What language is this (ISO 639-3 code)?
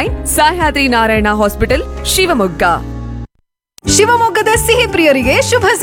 kan